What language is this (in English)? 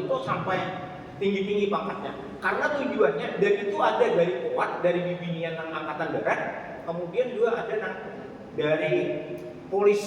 Banjar